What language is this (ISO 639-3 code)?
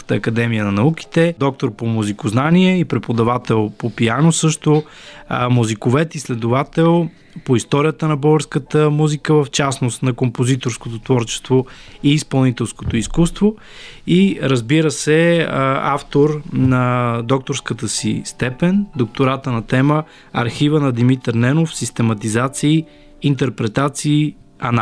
bul